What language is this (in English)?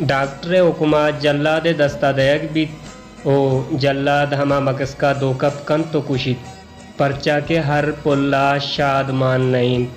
Baluchi